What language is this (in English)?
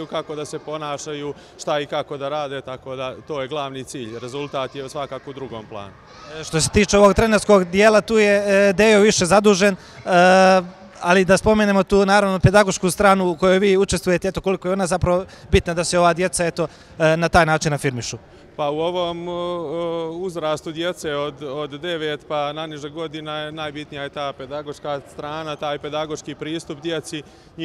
Bosnian